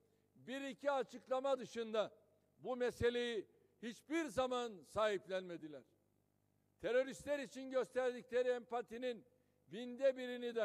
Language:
Turkish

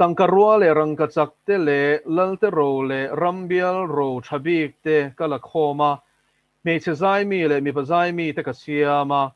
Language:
Mizo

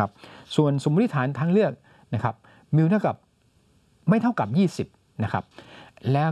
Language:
Thai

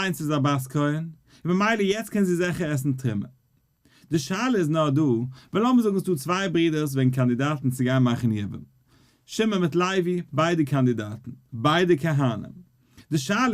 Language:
Yiddish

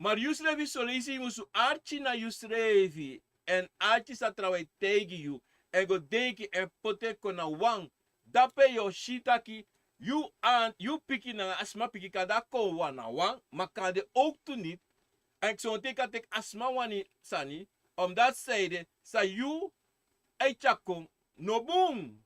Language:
Sranan Tongo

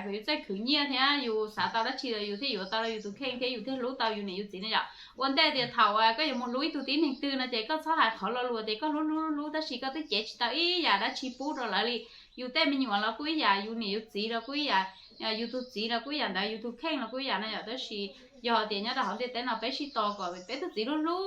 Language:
Hmong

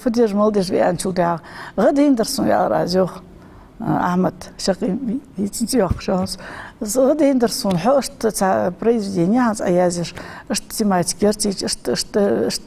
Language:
Ingush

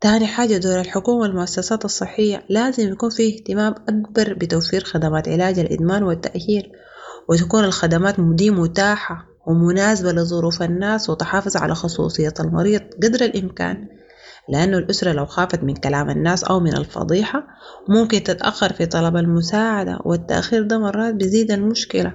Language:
Sudanese Arabic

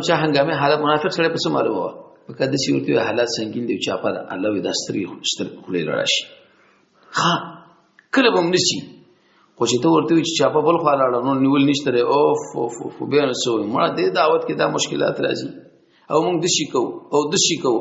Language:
Pashto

